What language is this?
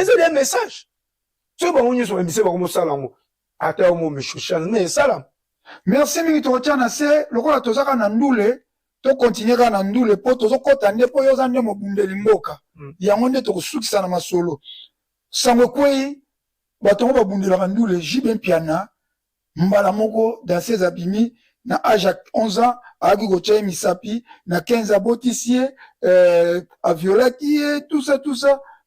Lingala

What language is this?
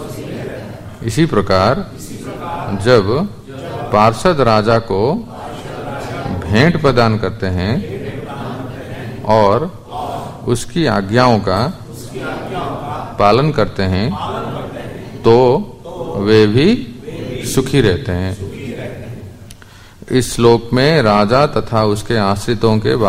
Hindi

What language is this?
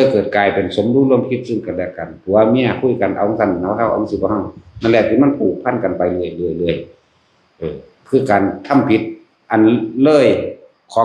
Northeastern Thai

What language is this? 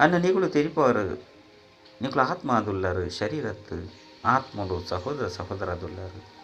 Tulu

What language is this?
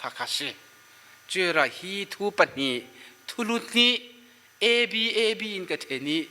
Falam Chin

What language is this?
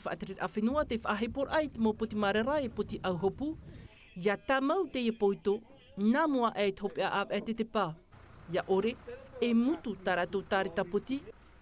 Tahitian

